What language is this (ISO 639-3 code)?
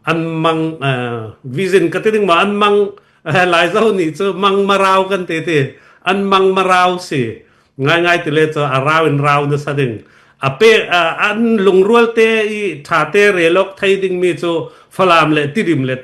cfm